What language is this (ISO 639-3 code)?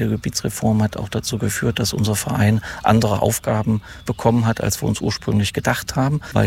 deu